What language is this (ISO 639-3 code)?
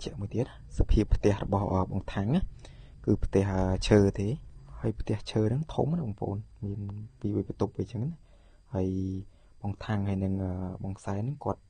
khm